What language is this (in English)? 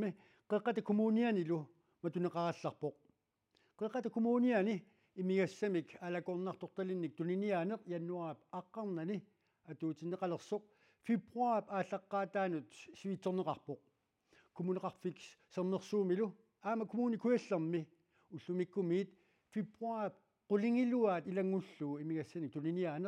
Kalaallisut